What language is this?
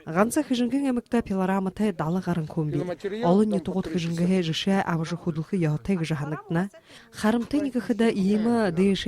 Buriat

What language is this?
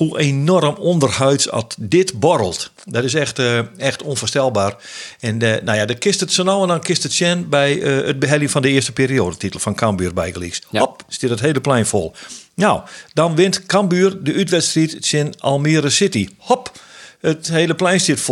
Western Frisian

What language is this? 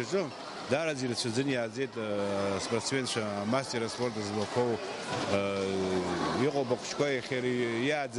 Abkhazian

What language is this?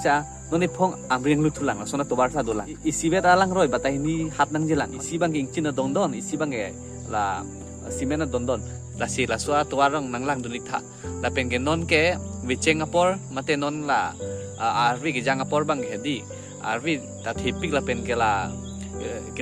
Karbi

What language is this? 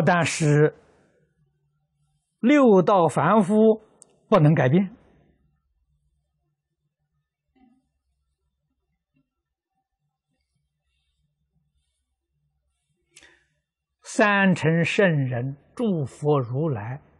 Chinese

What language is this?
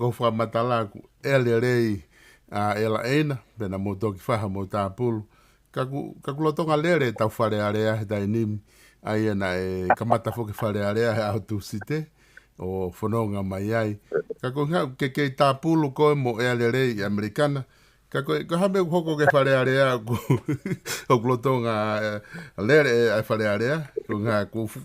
Tongan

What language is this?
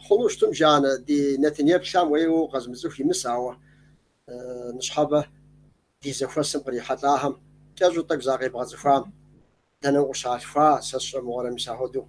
Kabardian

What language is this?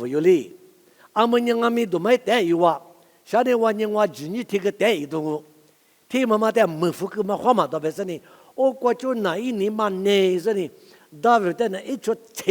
Lisu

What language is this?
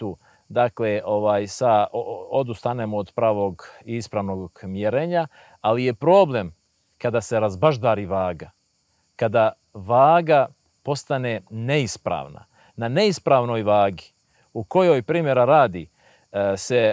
Bosnian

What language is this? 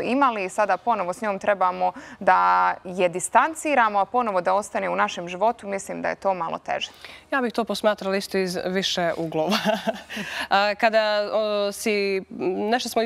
Croatian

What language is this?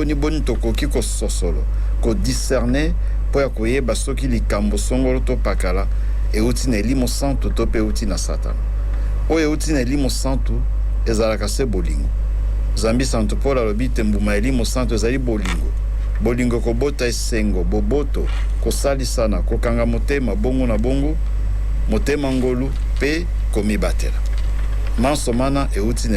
Lingala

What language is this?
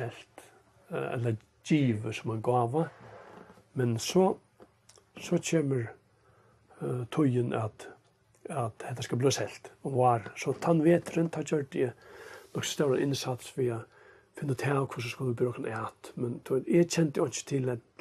Faroese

